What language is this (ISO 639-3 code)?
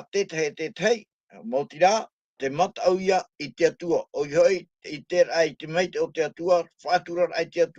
tah